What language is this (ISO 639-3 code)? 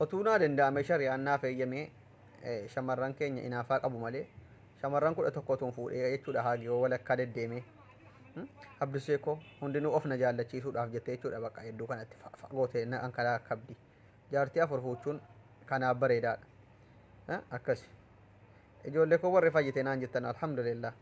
orm